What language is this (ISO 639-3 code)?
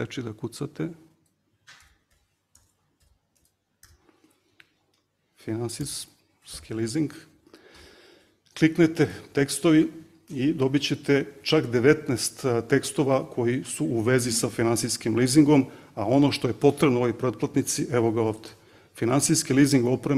srp